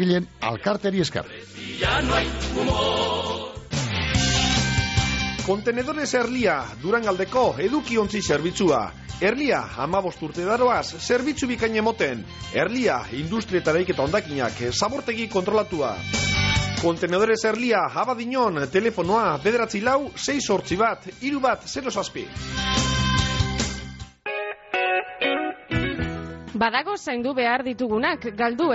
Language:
Basque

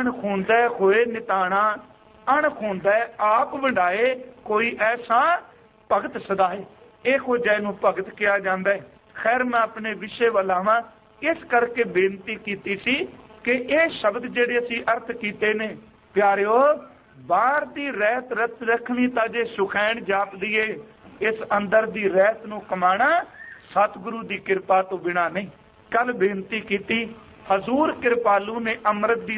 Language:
Punjabi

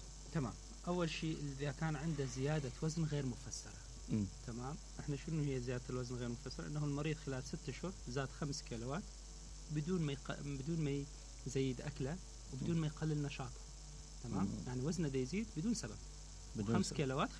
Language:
Mesopotamian Arabic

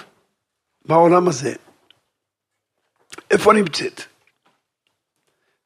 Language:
Hebrew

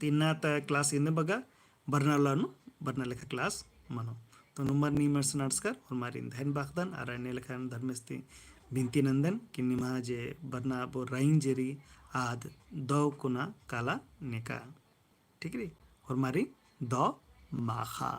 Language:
Kurukh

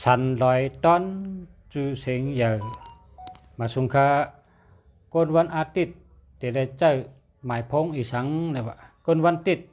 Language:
Shan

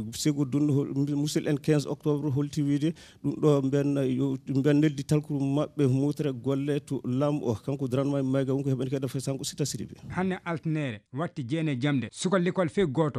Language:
Fula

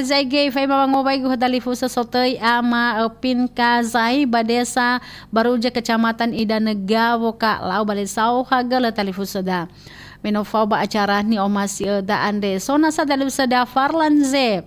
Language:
Nias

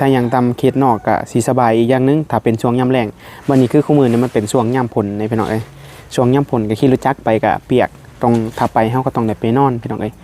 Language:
Northeastern Thai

